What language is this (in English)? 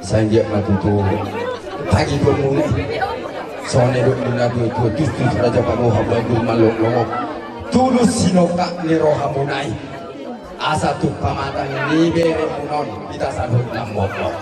Batak Toba